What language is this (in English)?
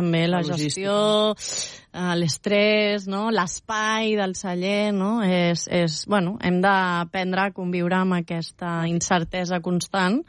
Catalan